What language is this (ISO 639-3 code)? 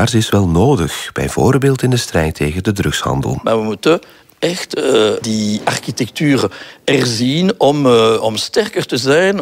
nld